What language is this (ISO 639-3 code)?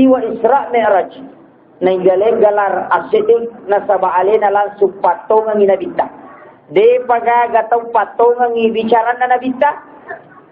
bug